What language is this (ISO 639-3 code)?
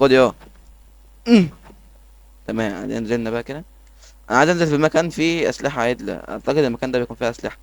arz